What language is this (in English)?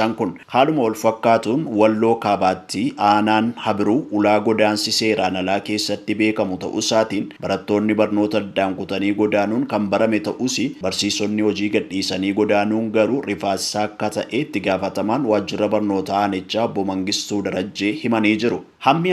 Oromo